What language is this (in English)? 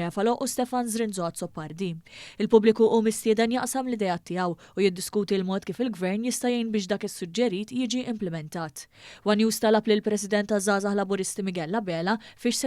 Maltese